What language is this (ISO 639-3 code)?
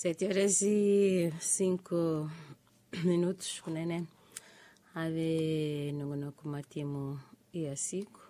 tso